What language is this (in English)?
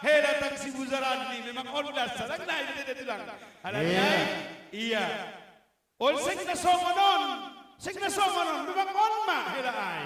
Batak Simalungun